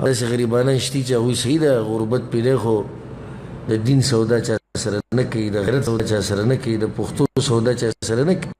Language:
Pashto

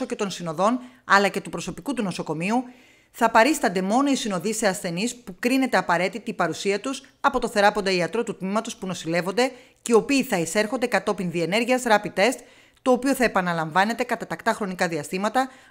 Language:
Greek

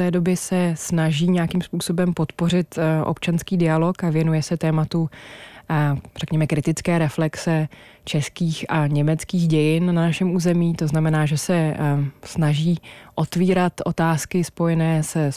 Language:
Czech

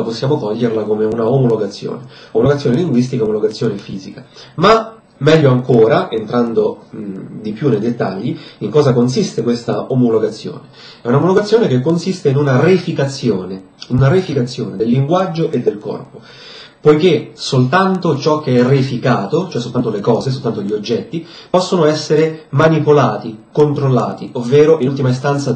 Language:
Italian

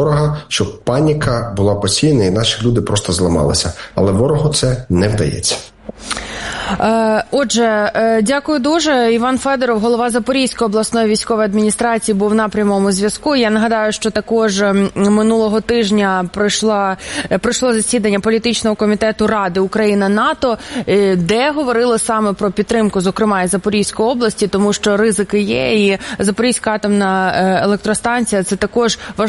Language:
Ukrainian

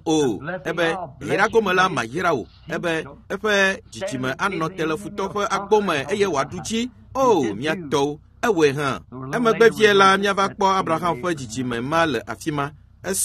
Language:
Ewe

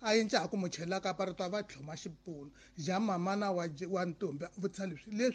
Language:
Tsonga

